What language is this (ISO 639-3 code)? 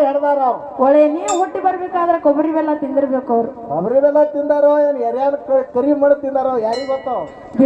kan